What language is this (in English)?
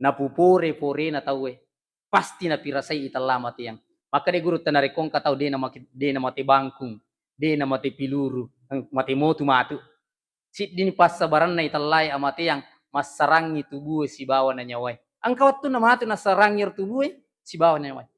Buginese